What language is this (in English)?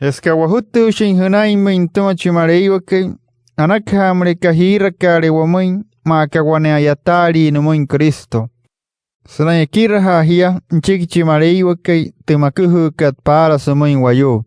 Wayuu